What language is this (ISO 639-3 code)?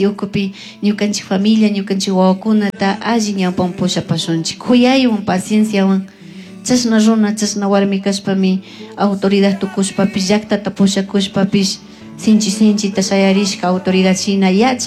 qug